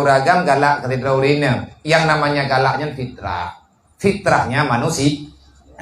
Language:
Achinese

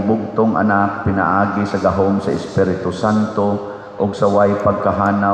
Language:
Cebuano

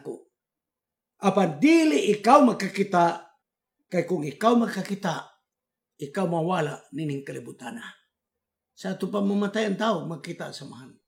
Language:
Cebuano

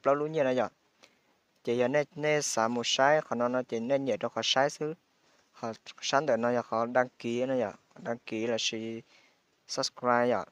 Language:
Hmong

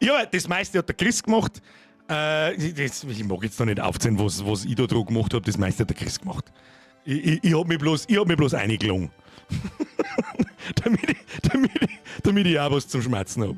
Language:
Bavarian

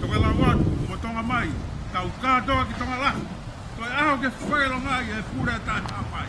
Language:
Tongan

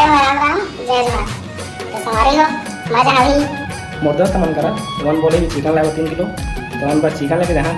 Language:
Chhattisgarhi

